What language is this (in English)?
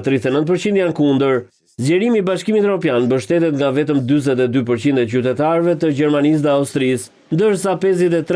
Albanian